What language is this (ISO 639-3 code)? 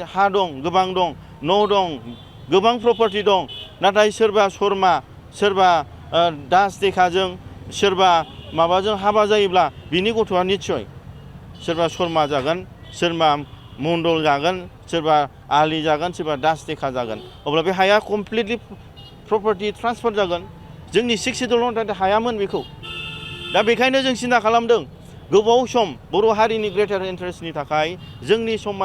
brx